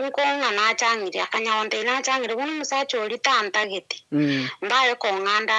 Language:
Gusii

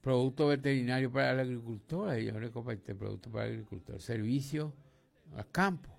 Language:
Guarani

